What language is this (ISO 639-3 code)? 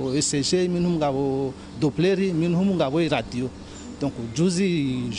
zdj